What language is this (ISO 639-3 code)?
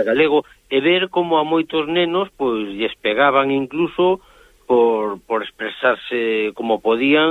glg